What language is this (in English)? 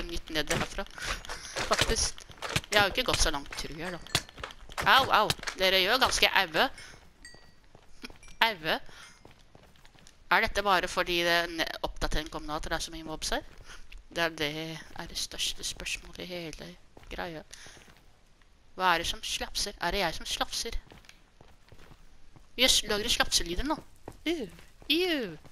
Norwegian